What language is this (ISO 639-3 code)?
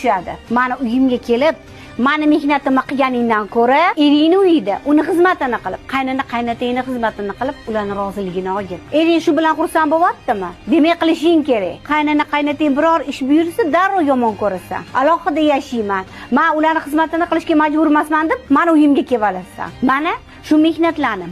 uzb